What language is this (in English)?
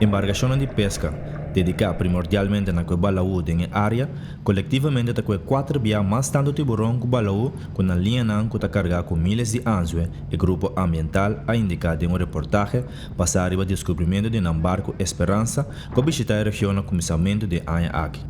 Papiamento